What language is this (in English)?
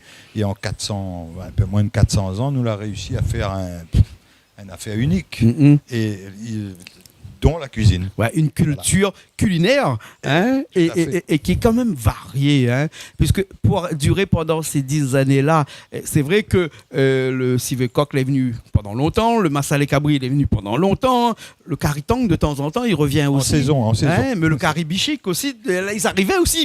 Réunion Creole French